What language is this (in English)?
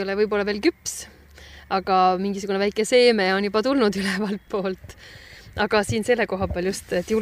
Estonian